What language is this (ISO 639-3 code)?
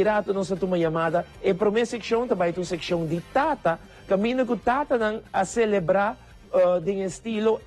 pap